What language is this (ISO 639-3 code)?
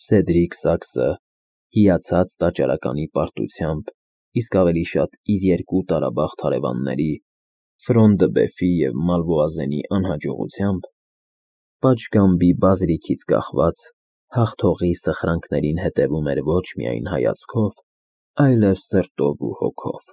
hye